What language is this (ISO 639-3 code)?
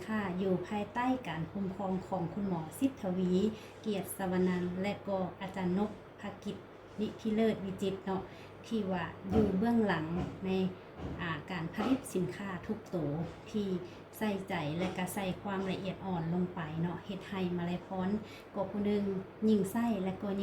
lao